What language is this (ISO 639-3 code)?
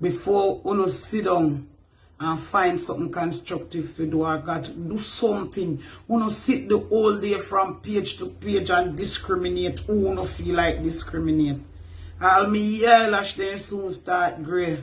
jam